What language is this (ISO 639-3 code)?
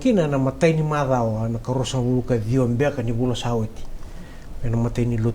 fij